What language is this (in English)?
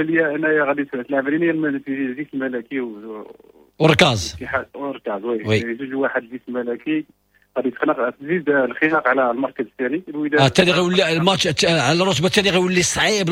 Moroccan Arabic